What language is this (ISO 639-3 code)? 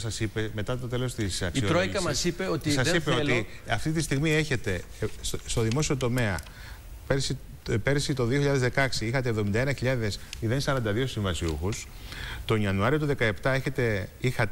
ell